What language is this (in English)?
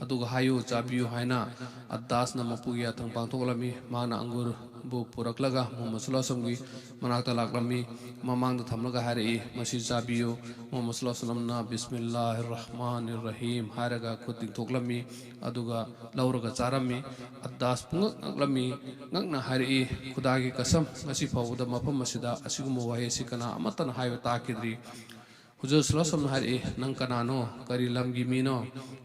Manipuri